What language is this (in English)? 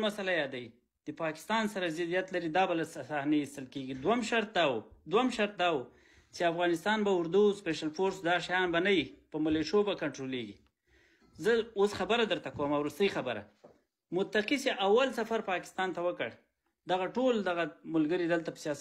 Pashto